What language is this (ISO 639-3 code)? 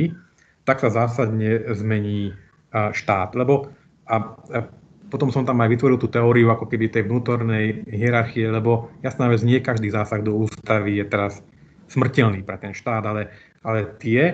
slk